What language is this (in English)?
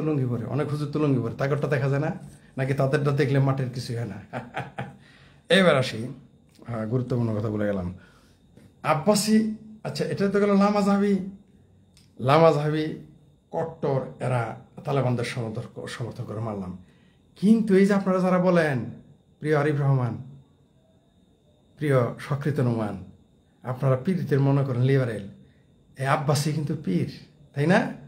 Bangla